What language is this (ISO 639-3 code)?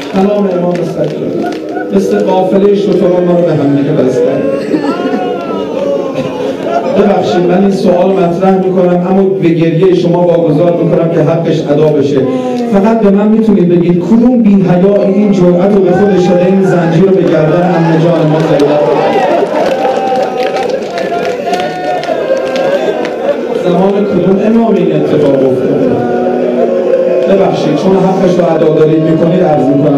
fas